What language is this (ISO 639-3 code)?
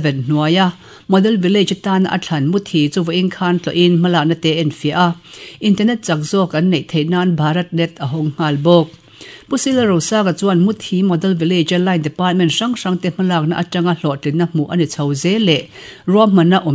lus